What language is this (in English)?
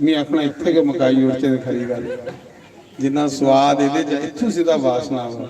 Dogri